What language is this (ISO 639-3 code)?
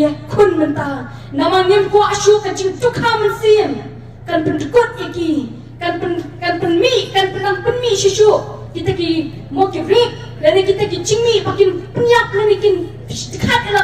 kha